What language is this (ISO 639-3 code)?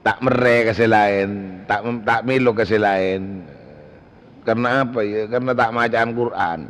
mad